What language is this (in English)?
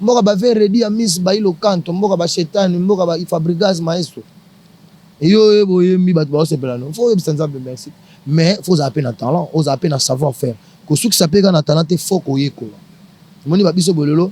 Lingala